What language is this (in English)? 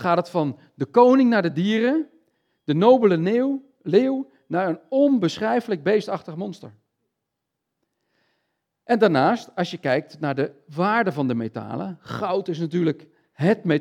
Dutch